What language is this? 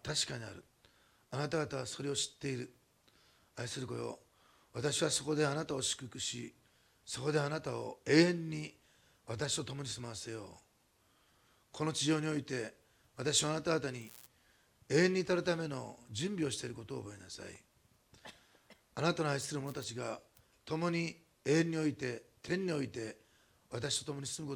Japanese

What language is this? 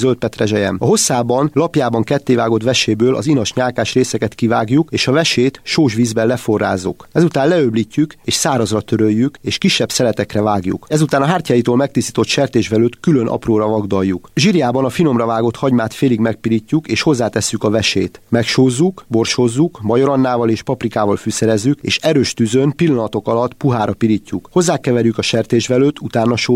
Hungarian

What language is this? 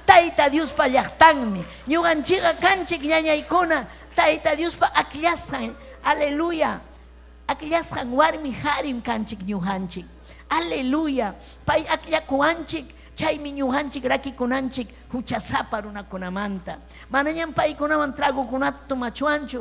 Ayacucho Quechua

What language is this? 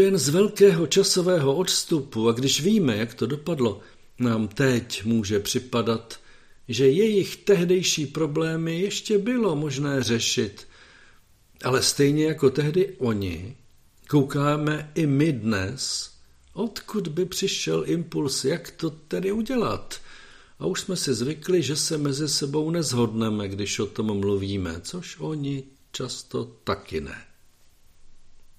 Czech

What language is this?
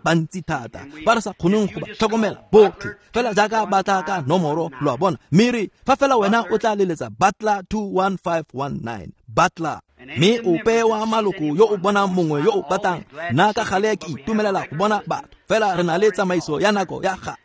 Tswana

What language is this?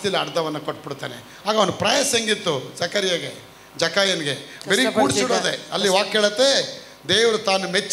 Kannada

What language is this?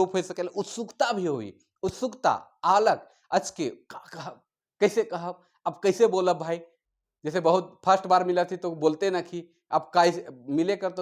Sadri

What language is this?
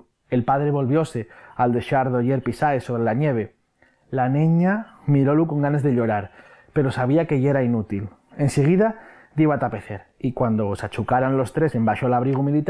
Asturian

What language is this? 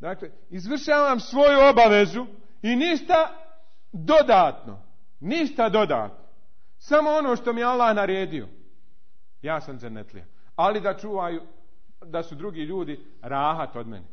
Bosnian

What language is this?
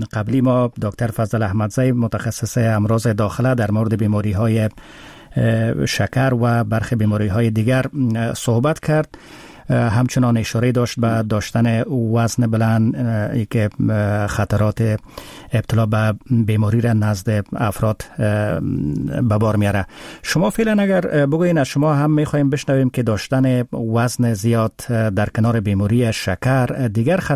Persian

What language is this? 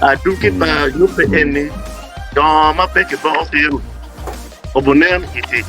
Acoli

